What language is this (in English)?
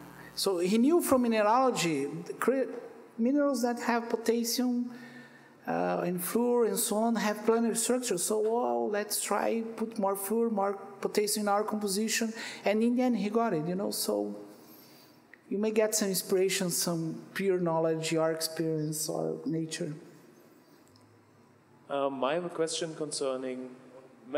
English